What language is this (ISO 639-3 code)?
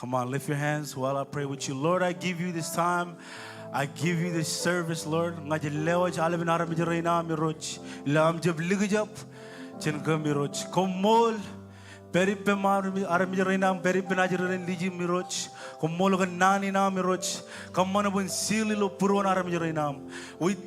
mah